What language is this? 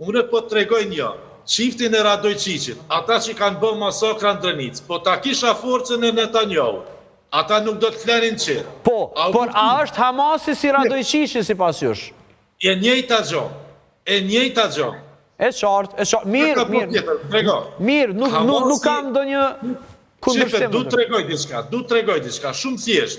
Albanian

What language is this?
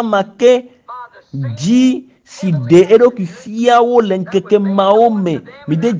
Ewe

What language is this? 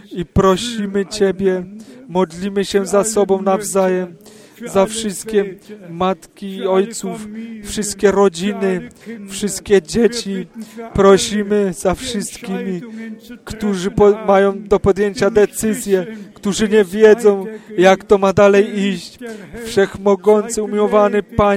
Polish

